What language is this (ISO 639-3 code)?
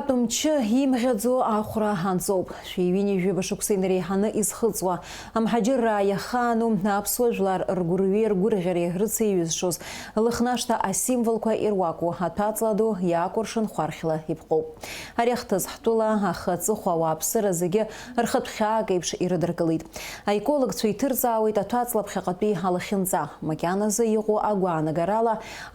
abk